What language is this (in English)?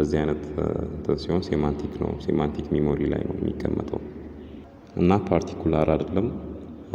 Amharic